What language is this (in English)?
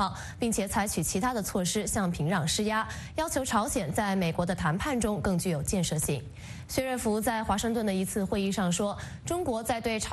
Chinese